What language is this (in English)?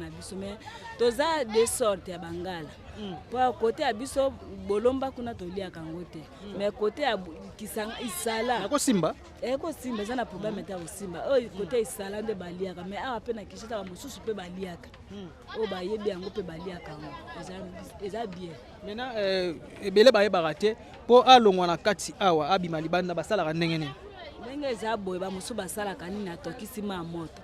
Lingala